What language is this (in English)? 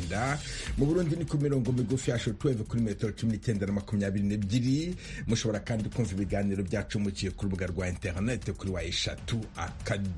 Kinyarwanda